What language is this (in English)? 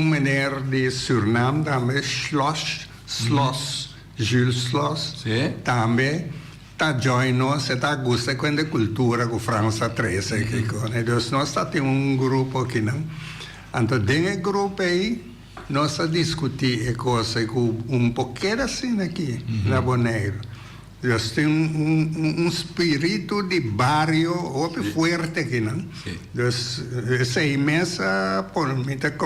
Papiamento